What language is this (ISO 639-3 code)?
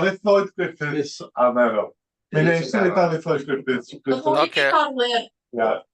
cym